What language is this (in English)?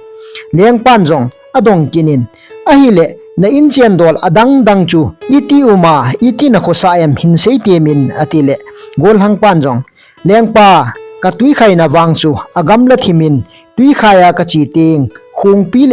Thado Chin